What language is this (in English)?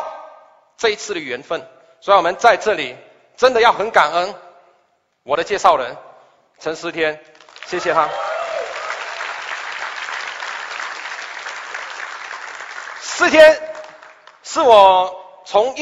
Chinese